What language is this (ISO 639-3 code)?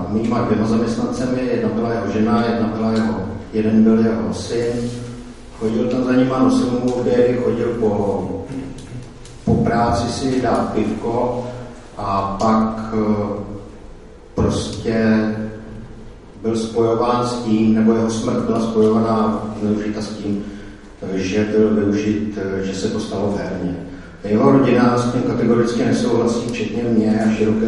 ces